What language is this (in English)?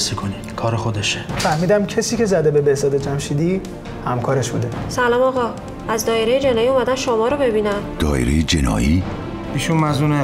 Persian